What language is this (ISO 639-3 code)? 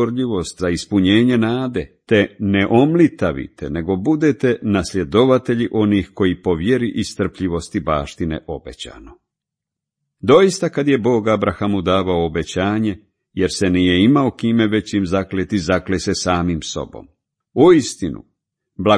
hrv